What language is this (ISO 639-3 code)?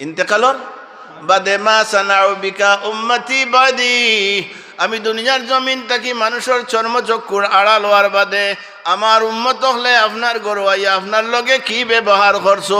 syl